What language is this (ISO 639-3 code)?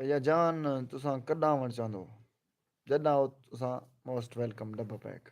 skr